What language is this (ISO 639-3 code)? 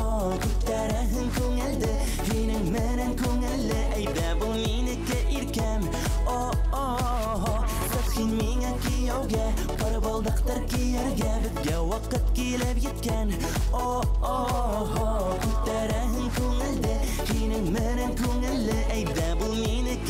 bak